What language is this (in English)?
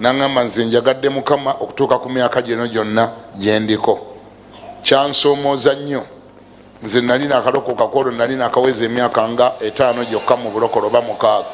Ganda